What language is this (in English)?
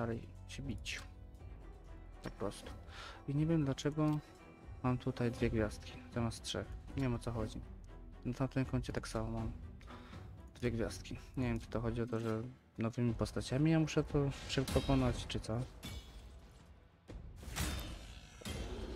Polish